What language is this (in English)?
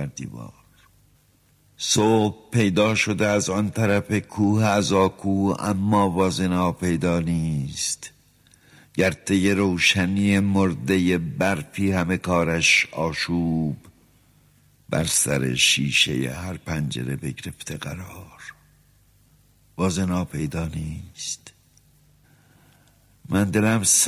Persian